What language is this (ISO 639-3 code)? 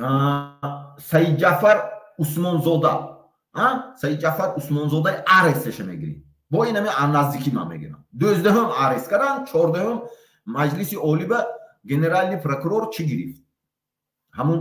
tgk